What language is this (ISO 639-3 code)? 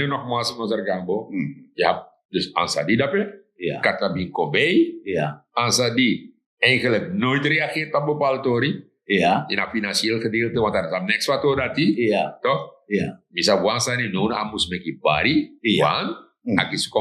srn